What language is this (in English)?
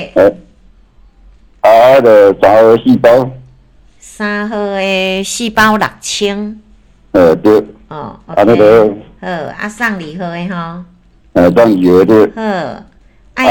Min Nan Chinese